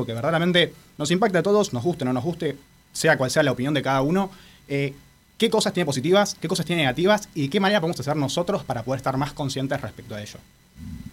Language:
Spanish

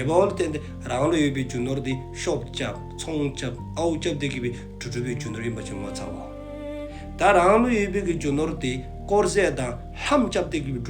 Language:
Dzongkha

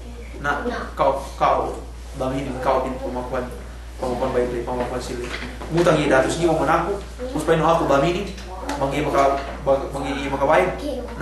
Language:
Yakan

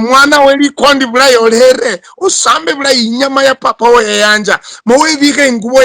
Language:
Luyia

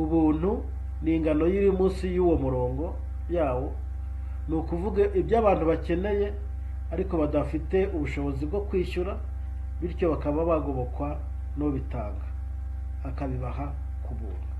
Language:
Kinyarwanda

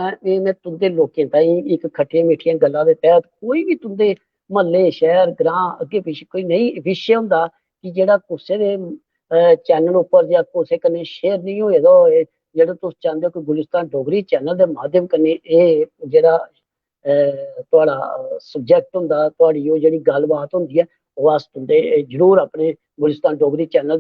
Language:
Dogri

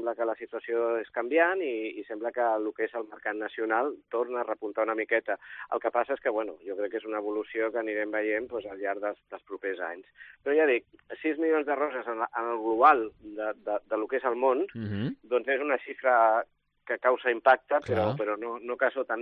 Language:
Catalan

